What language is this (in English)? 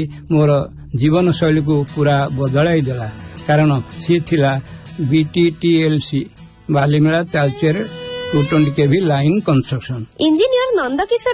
Odia